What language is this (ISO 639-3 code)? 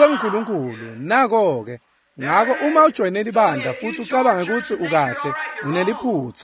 ssw